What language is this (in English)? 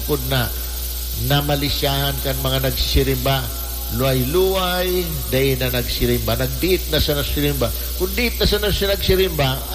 Bikol